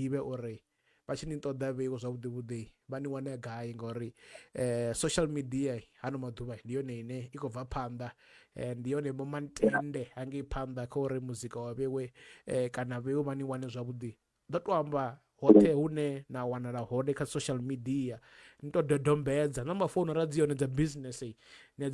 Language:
Venda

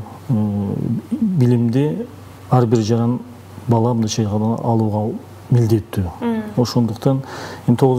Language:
Kyrgyz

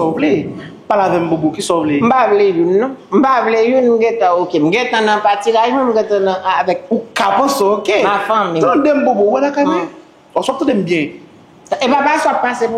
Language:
Haitian Creole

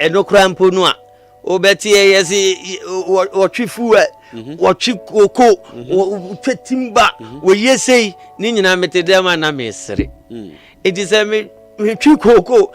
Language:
Akan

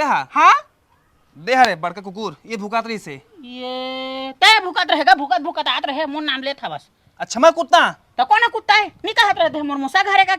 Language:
Chhattisgarhi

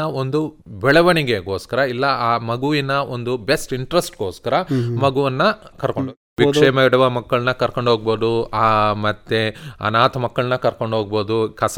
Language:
Kannada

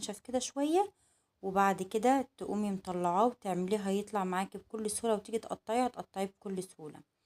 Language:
Egyptian Arabic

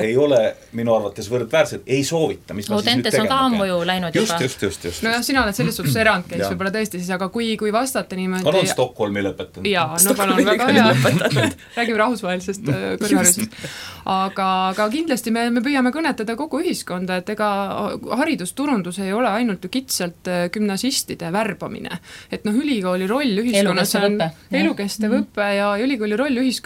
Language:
Estonian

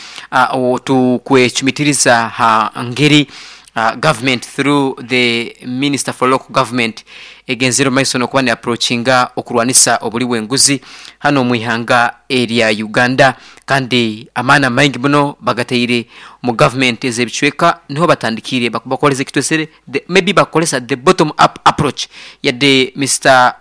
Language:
Nyoro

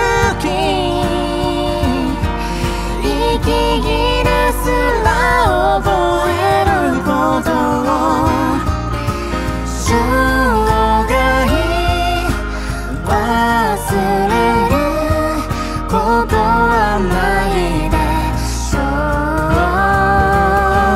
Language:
Japanese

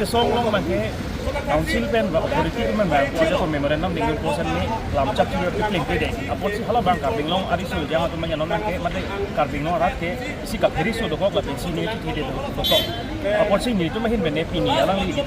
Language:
Karbi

